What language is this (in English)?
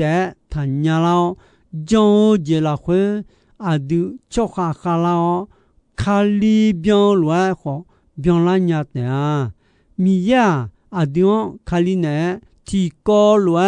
Akha